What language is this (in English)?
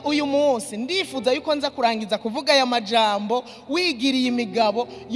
Rundi